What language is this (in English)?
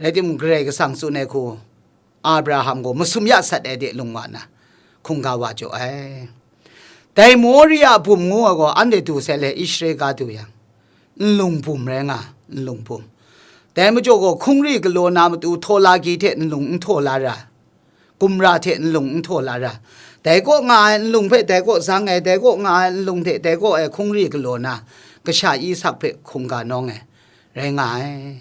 Kachin